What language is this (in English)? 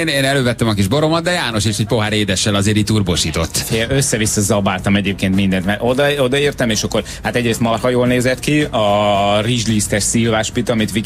Hungarian